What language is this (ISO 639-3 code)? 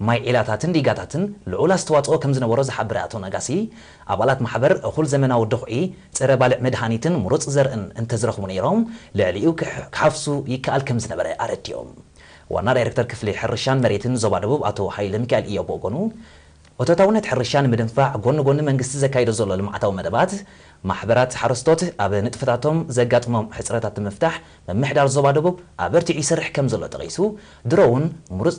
tir